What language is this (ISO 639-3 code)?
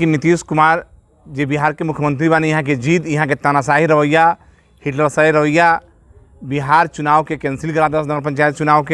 bho